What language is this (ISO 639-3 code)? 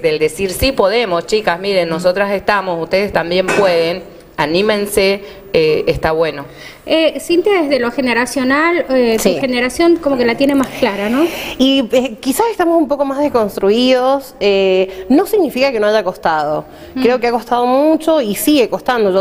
spa